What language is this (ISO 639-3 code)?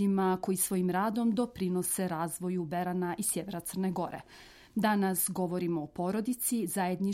srp